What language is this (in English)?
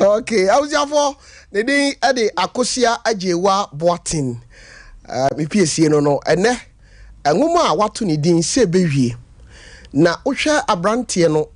Akan